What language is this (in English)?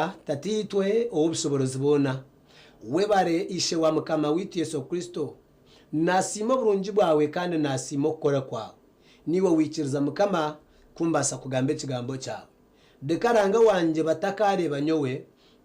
Nyankole